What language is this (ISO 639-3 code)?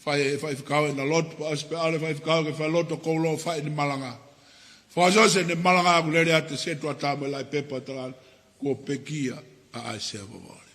ton